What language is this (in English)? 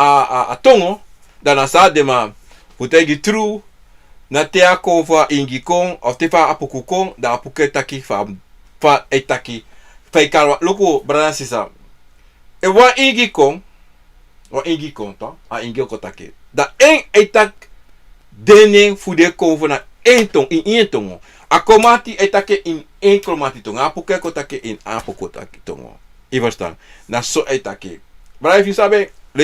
Sranan Tongo